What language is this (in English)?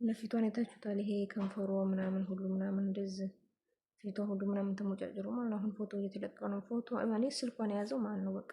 Amharic